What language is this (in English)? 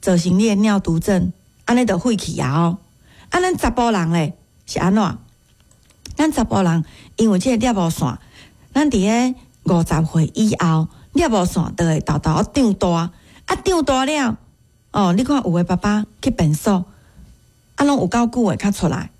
Min Nan Chinese